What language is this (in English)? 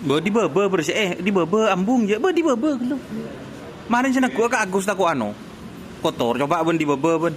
Madurese